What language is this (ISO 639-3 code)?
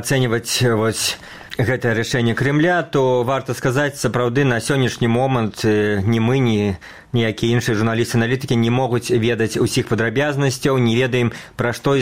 bel